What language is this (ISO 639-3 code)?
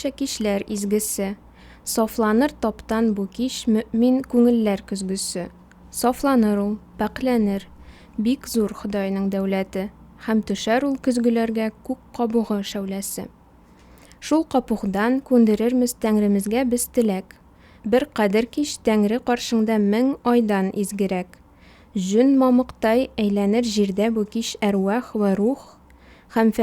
tat